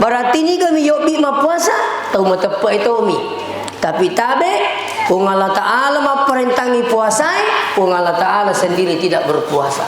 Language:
Buginese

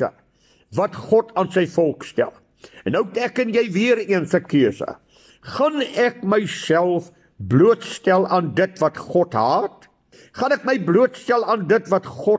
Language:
Afrikaans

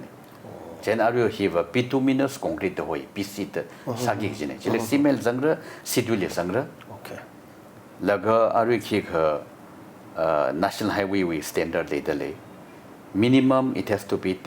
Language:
Tangkhul Naga (India)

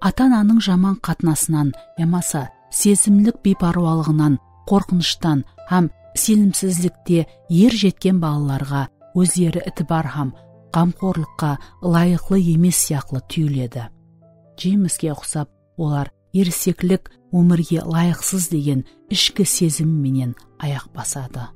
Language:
Kara-Kalpak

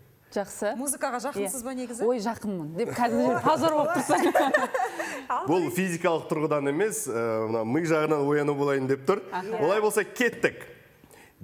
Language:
Kazakh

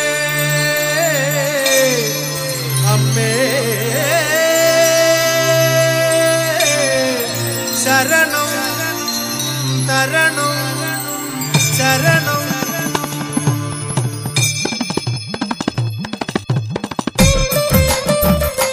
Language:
Malayalam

